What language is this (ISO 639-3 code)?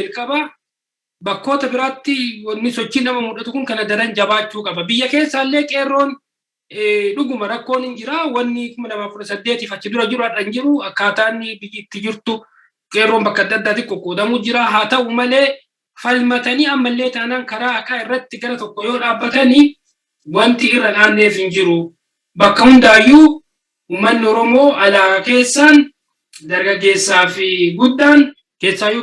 orm